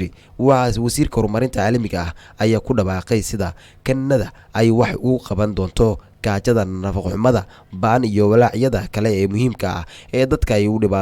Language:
Somali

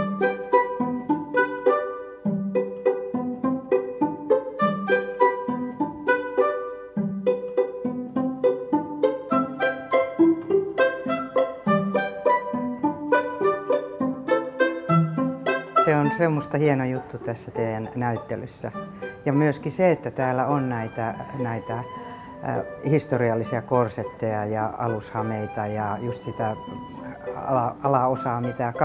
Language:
Finnish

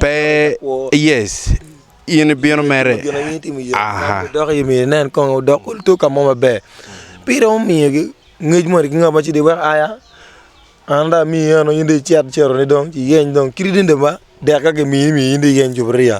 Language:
Acoli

